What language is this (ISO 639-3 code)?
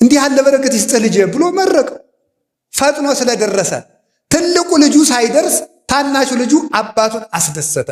amh